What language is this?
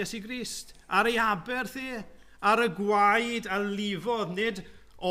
Welsh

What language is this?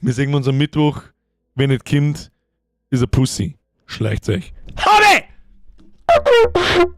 Bavarian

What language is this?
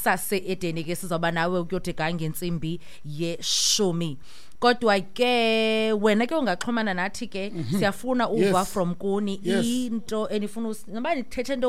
Xhosa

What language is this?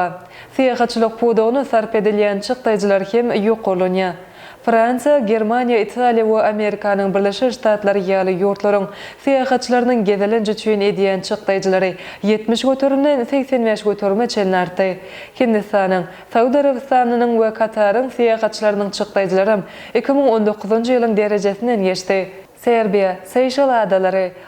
Turkmen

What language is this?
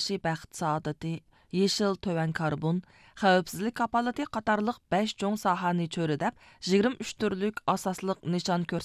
Uyghur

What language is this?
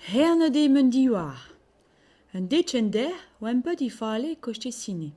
Breton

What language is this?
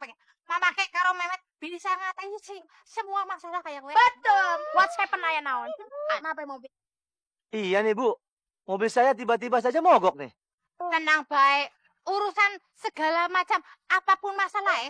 Betawi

